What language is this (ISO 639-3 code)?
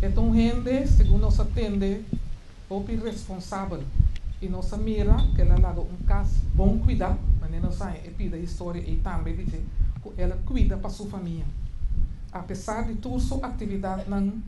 pap